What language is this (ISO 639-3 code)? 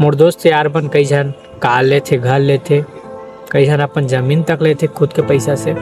hne